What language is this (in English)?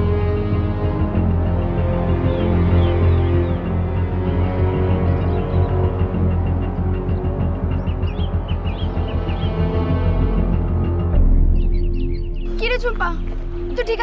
Bangla